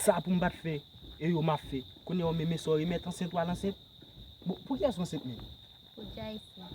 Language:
Haitian Creole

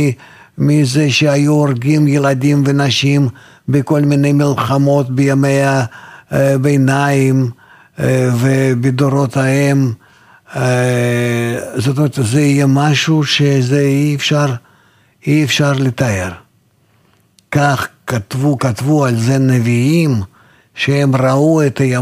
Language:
Hebrew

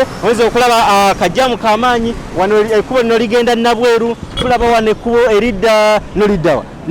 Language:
Ganda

